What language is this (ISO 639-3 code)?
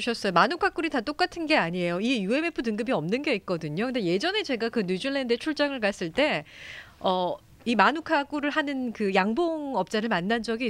kor